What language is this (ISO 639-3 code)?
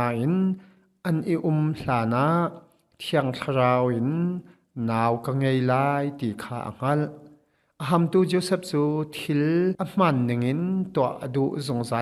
cnh